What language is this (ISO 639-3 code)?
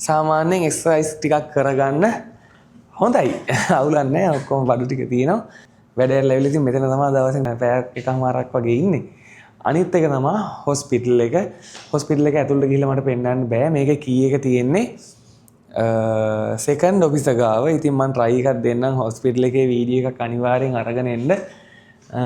sin